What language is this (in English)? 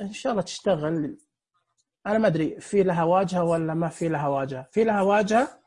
Najdi Arabic